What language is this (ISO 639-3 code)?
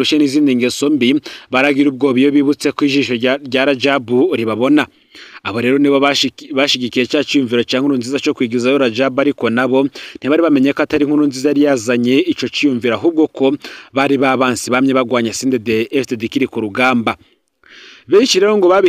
run